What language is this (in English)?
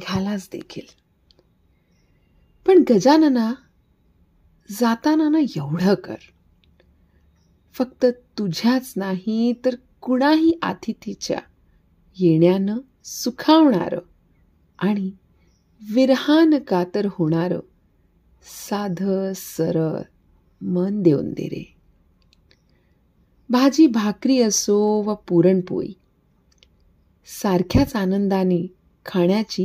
Marathi